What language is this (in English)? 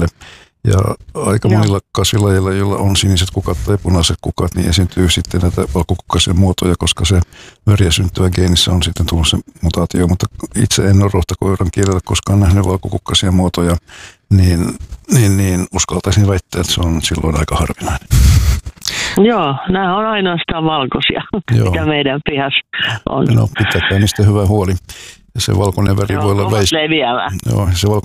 Finnish